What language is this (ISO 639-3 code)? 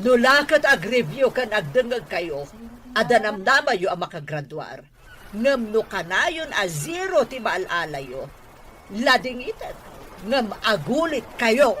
ilo